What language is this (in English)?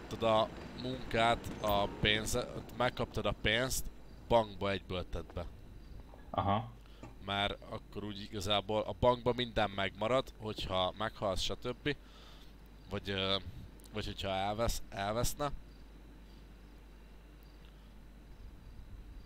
Hungarian